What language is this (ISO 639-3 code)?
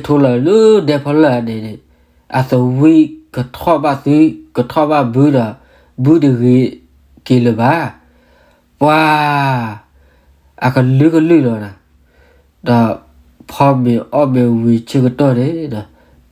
ksw